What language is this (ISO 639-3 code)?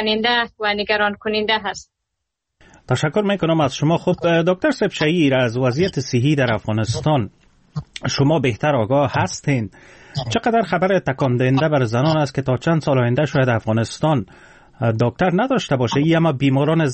fas